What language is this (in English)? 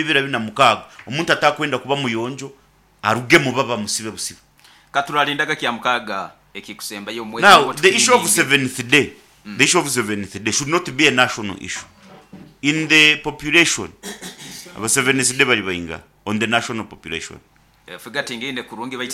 Nyoro